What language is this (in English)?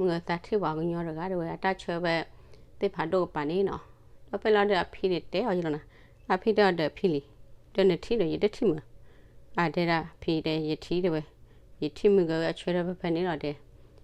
S'gaw Karen